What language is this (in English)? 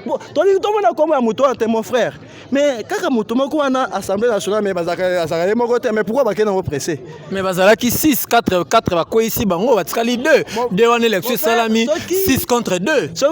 Lingala